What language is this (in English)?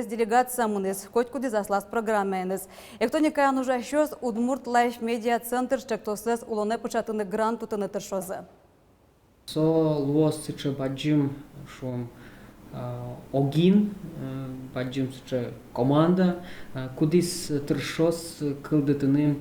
Udmurt